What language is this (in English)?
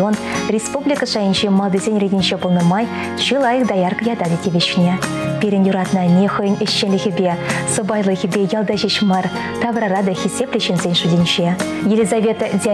Chuvash